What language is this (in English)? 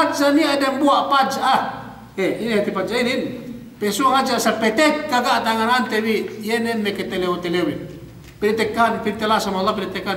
Yakan